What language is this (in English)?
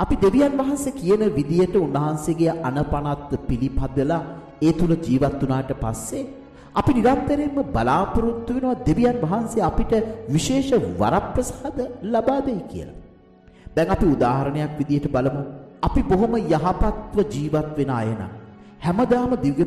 Sinhala